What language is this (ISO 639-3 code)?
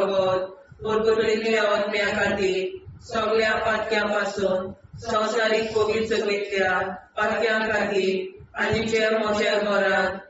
kok